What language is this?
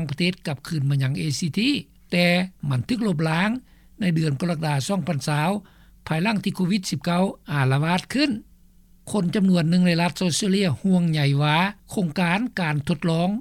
Lao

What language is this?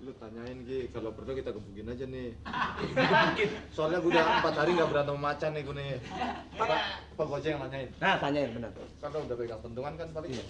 Betawi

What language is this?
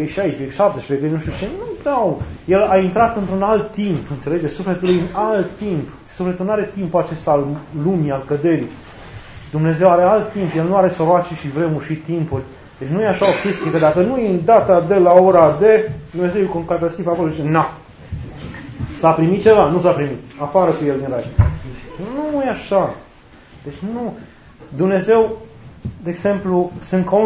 Romanian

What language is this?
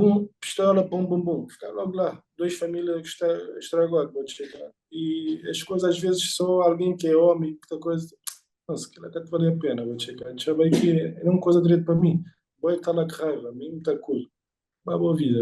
Kabuverdianu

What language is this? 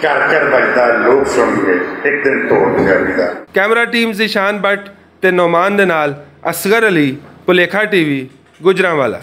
Western Panjabi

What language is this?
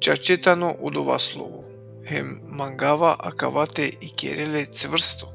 Balkan Romani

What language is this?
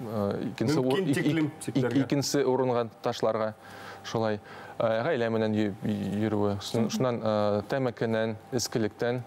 Bashkir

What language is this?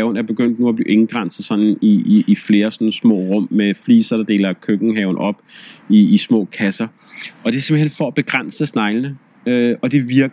Danish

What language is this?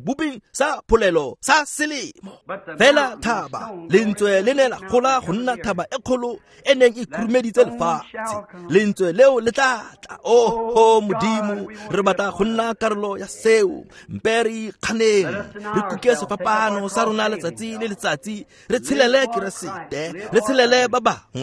Tswana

